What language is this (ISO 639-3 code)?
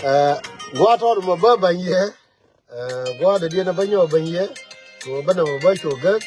nus